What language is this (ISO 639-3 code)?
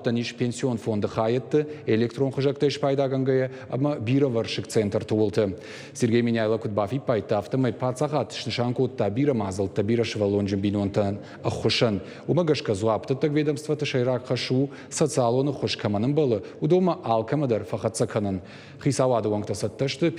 oss